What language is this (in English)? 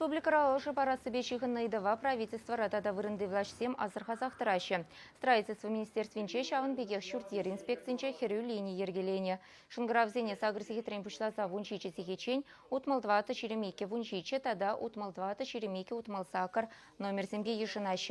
Chuvash